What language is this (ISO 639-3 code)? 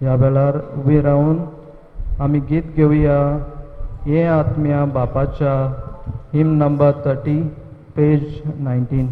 kok